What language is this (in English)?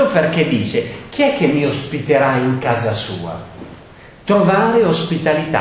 Italian